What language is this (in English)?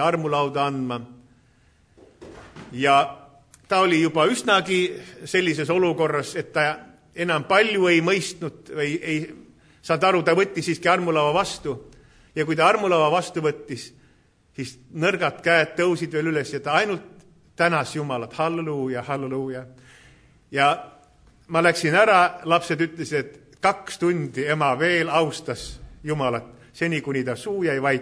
Estonian